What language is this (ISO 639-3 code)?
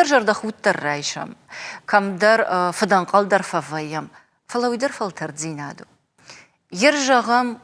oss